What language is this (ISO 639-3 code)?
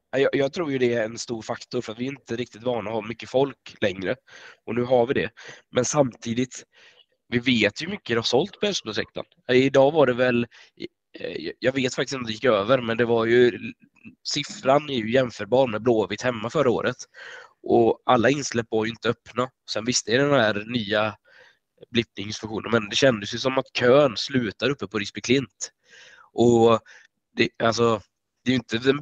swe